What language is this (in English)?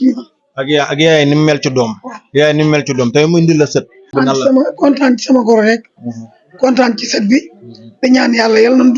Wolof